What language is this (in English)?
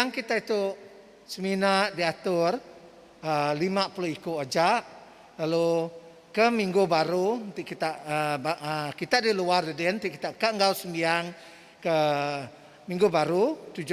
Iban